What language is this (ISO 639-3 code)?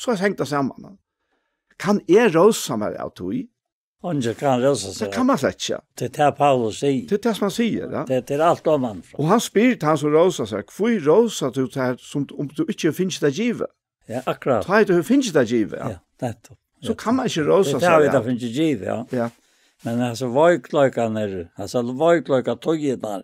fao